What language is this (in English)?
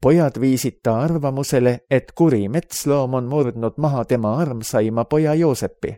Estonian